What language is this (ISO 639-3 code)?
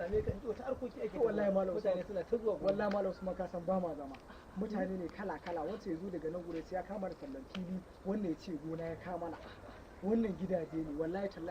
hau